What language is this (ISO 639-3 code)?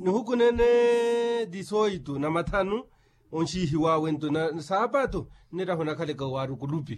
vmw